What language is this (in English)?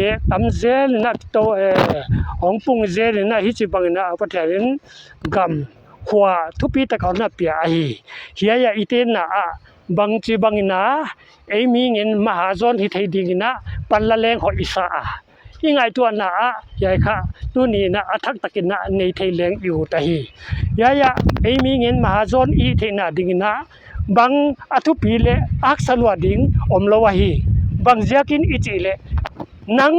Paite Chin